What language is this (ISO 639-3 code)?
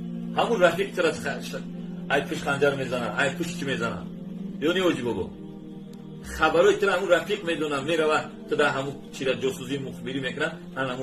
tgk